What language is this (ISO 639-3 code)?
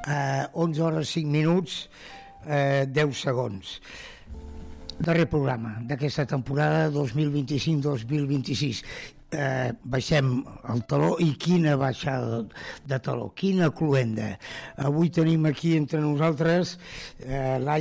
cat